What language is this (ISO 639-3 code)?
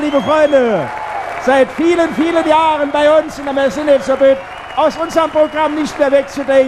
pfl